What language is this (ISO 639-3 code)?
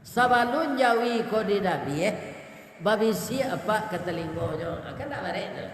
min